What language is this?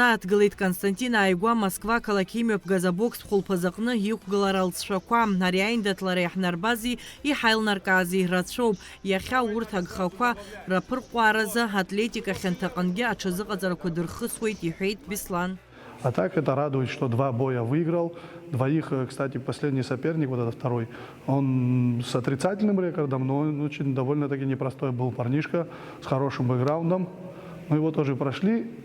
Abkhazian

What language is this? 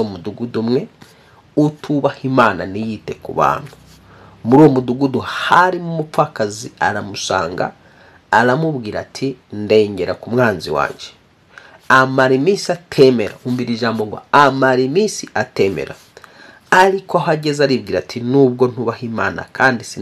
Kinyarwanda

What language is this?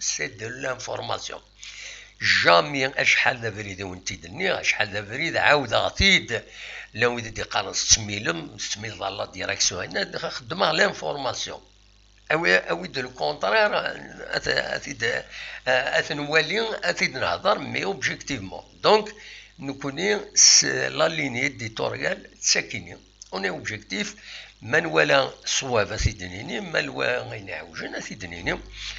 Kabyle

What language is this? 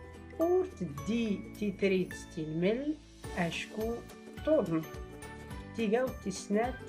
Tachelhit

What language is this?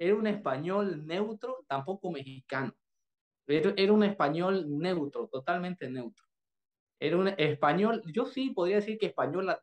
Spanish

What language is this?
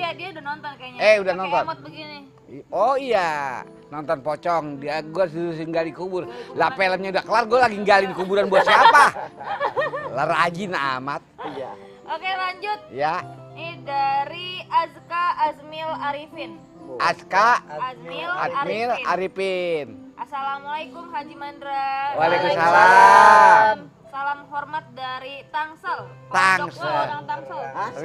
Betawi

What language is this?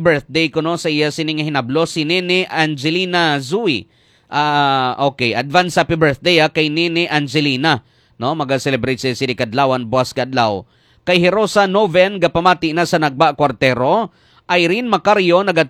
Hiligaynon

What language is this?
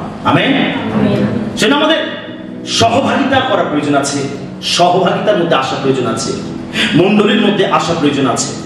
Bangla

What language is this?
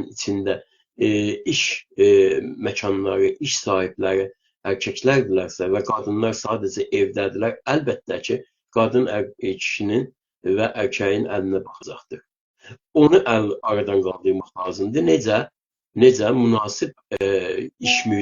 South Azerbaijani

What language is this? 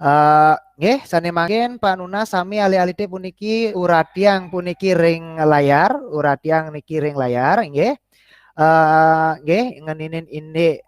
Balinese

